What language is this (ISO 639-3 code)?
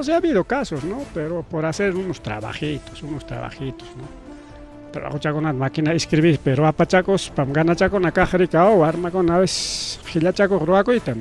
quy